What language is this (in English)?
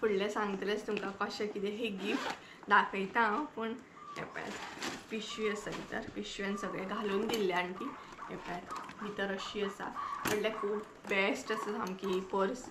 Konkani